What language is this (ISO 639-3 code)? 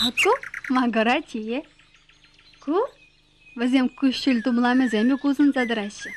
chv